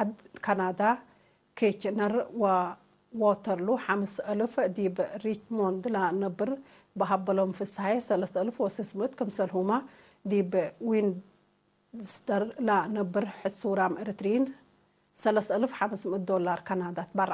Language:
Tigre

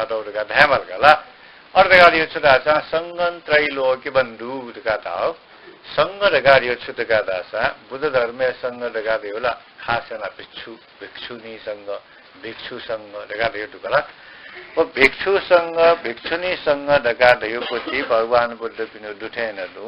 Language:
Newari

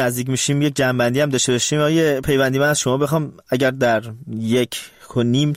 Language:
Persian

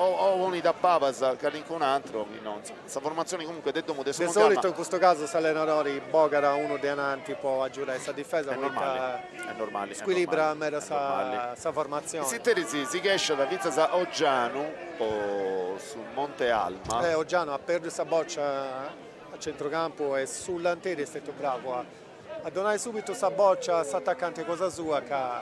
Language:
Sardinian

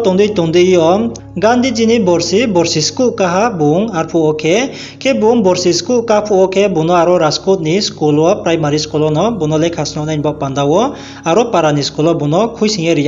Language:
Riang (India)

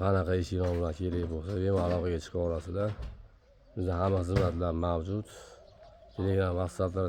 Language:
Uzbek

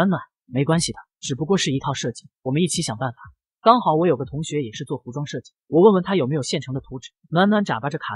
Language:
Chinese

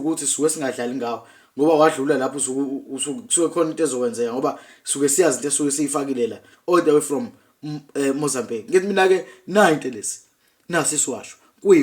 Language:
Zulu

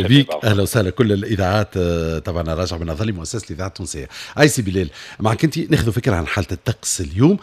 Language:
Tunisian Arabic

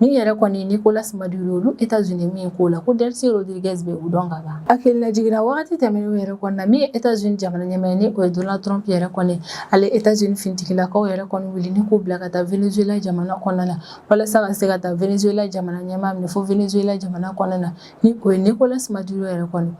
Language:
Bambara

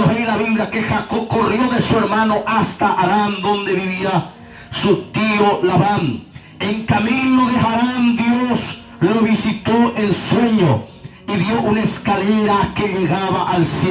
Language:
Guarani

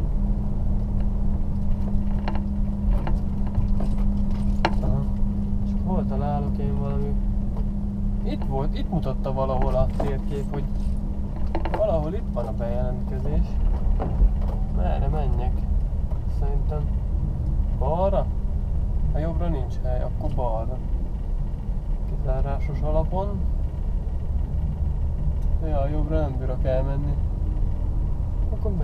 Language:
Hungarian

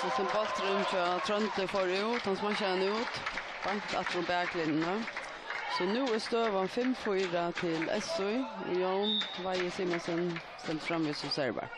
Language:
Faroese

